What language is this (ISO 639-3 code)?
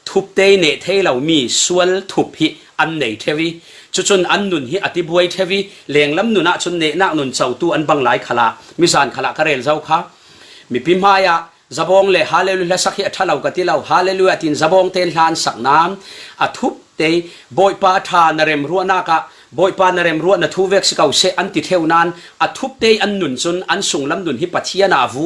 cfm